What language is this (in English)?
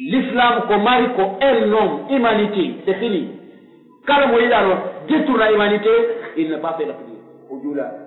Pular